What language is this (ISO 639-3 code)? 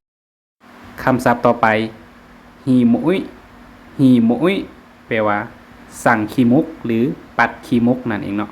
lao